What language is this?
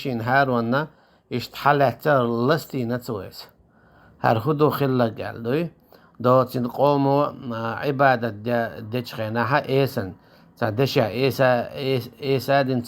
Chechen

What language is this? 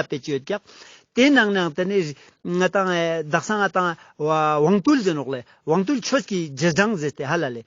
Ladakhi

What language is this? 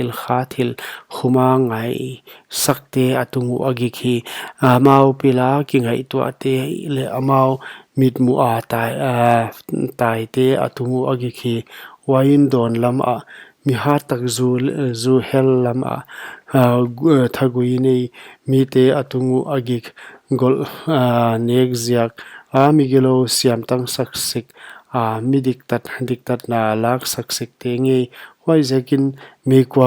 Paite Chin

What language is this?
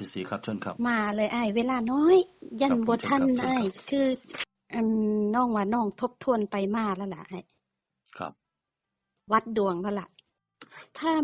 Northeastern Thai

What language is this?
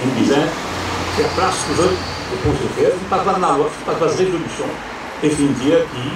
Morisyen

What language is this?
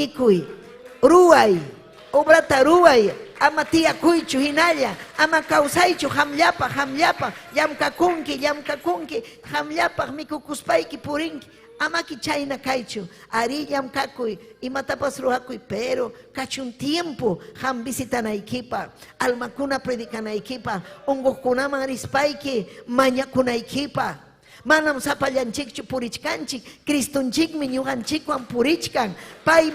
Ayacucho Quechua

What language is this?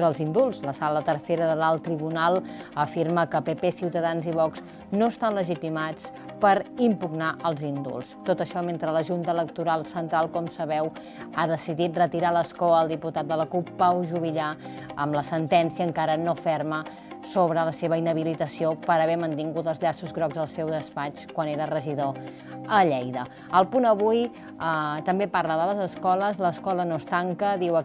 Catalan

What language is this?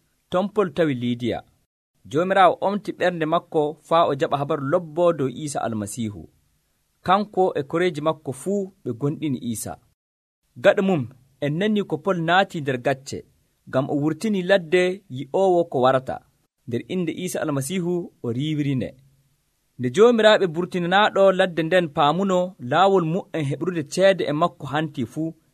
Nigerian Fulfulde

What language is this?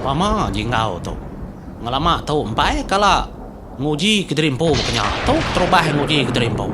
Iban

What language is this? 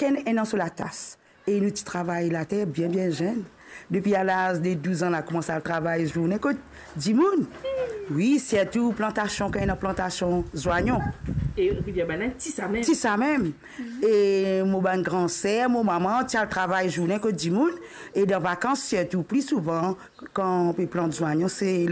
Morisyen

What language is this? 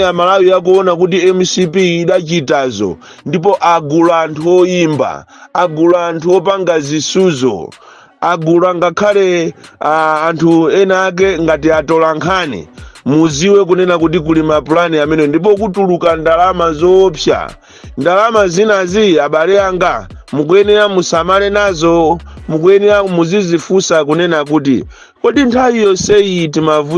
Nyanja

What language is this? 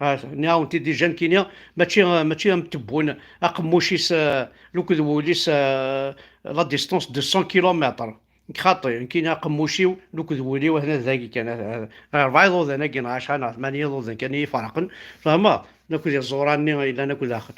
Kabyle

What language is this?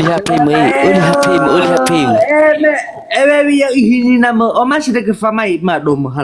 Nias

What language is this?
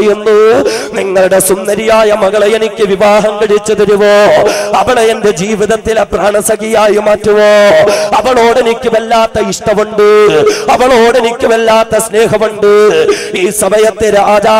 Malayalam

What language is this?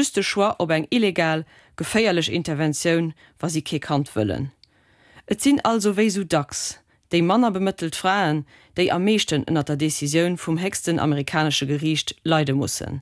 Luxembourgish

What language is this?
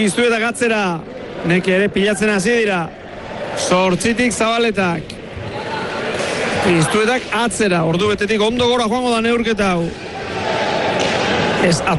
Basque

